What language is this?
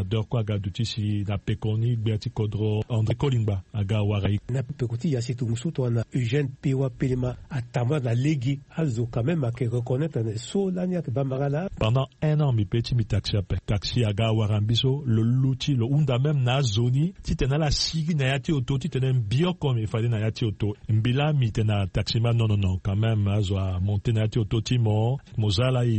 Sango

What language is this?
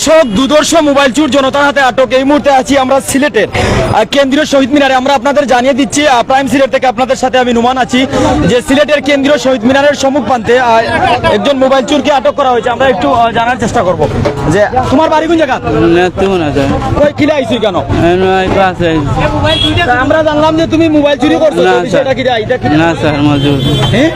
Sylheti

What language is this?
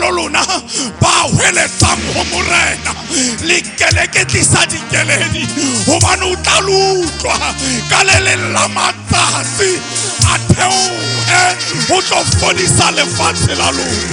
Southern Sotho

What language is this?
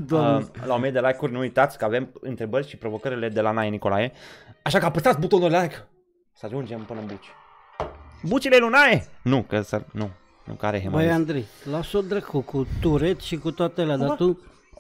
Romanian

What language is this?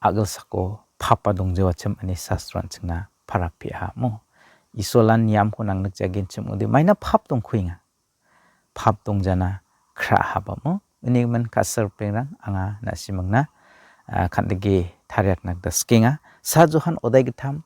Garo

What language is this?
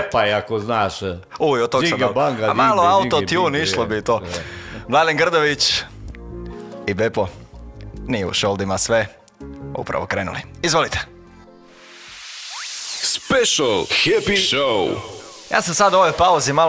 Croatian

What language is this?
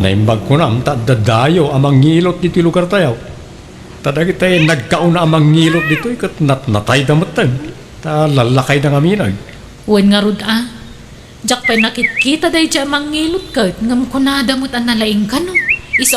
Iloko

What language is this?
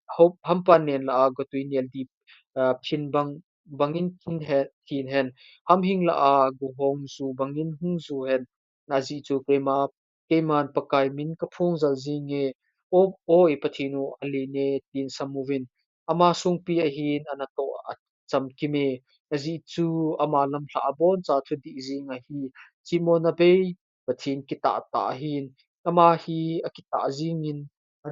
Thado Chin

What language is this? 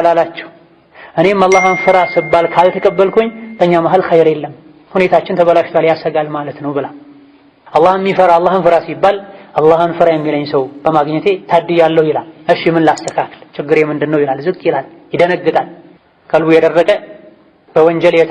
Amharic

